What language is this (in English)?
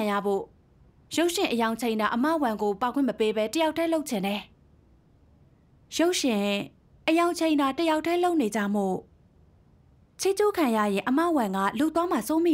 Burmese